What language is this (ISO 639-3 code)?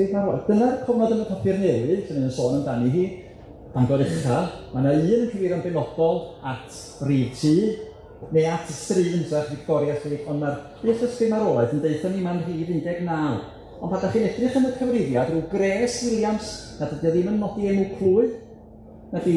cym